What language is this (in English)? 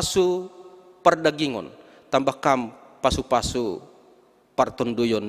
Batak Simalungun